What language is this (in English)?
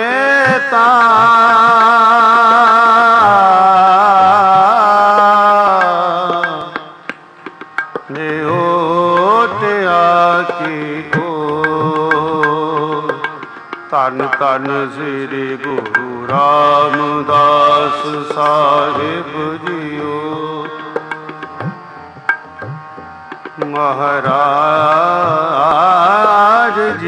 Punjabi